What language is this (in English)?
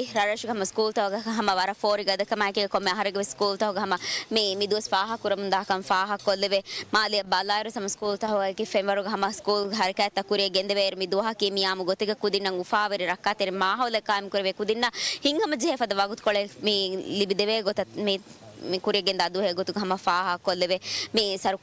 Divehi